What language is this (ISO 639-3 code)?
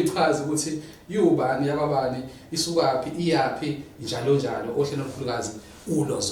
zul